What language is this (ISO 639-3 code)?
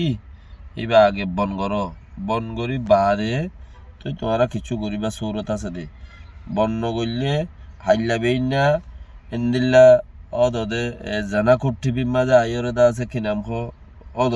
rhg